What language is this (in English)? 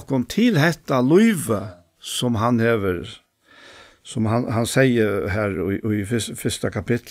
Faroese